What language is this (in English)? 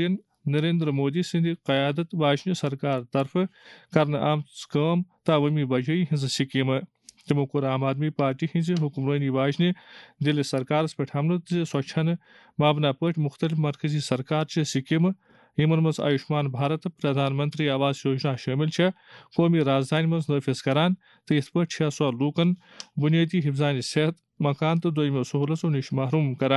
Kashmiri